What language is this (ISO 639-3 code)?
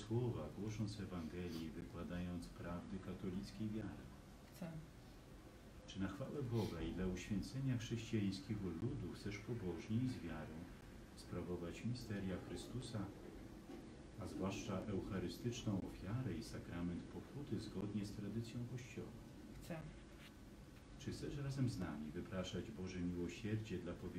pol